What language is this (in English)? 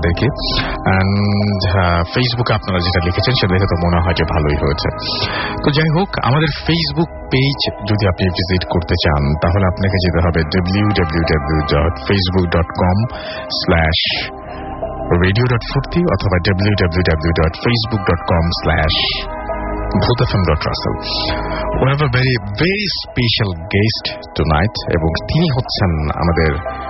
Bangla